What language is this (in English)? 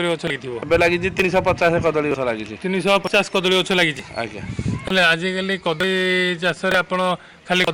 Odia